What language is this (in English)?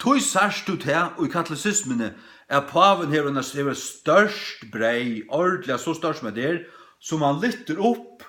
Faroese